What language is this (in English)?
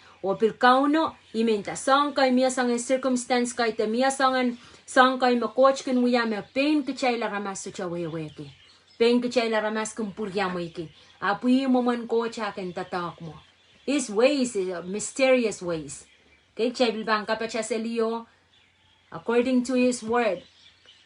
Pohnpeian